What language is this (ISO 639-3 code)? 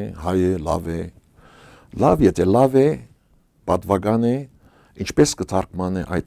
hyw